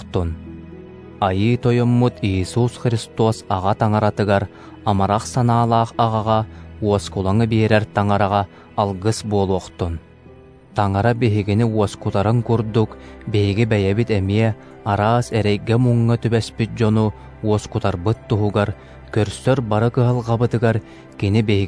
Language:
Yakut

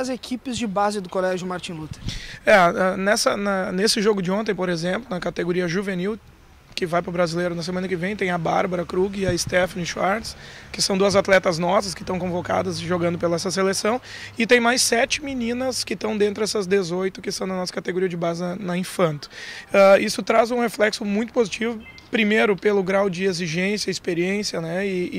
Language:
Portuguese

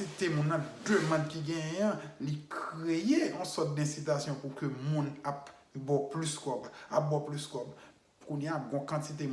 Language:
Haitian Creole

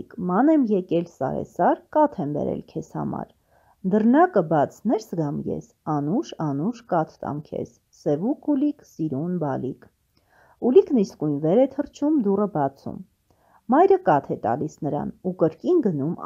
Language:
Armenian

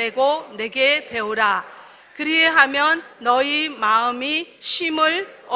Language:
Korean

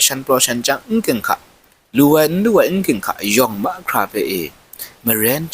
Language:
Kachin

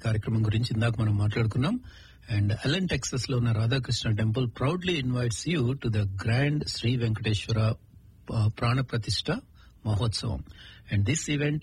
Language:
Telugu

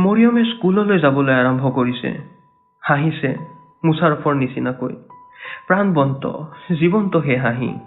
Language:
Assamese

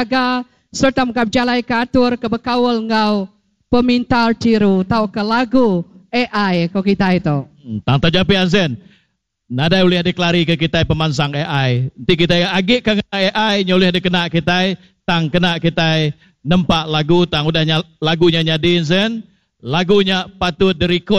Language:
Iban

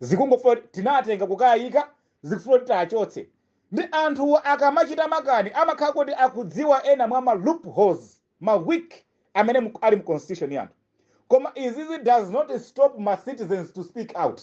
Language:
Nyanja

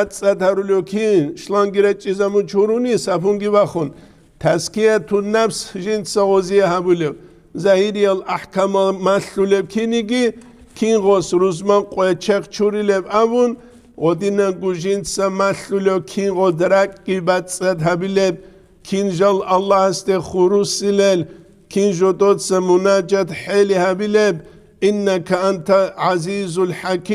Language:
Avaric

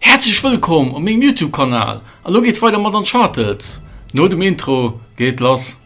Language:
Luxembourgish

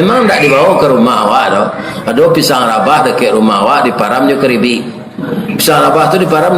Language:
Minangkabau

